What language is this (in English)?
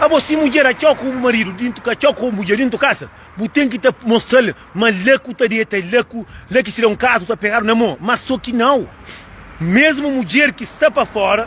Kabuverdianu